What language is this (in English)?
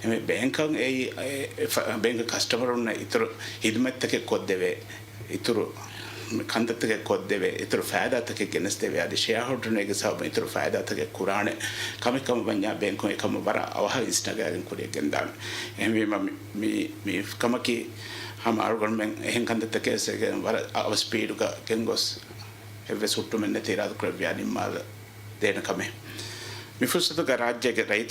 Divehi